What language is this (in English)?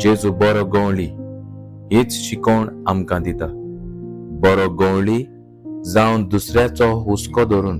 Konkani